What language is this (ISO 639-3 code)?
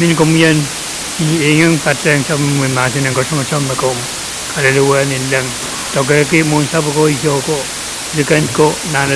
pon